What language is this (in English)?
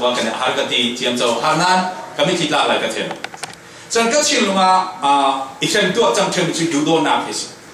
Falam Chin